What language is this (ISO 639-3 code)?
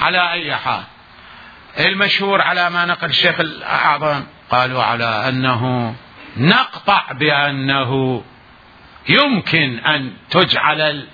acm